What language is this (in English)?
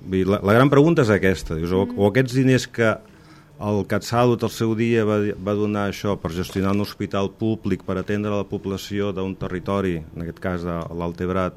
Catalan